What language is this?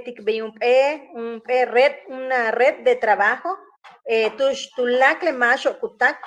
Yucateco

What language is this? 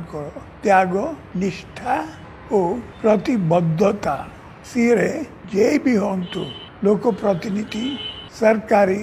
Odia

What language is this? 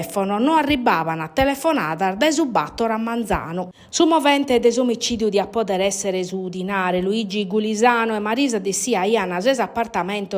Sardinian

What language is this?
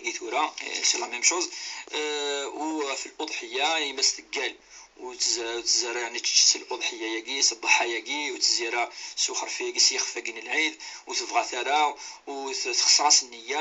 Kabyle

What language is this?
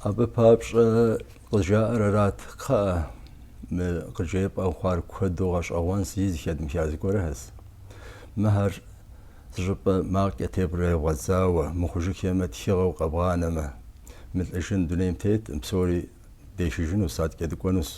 Kabardian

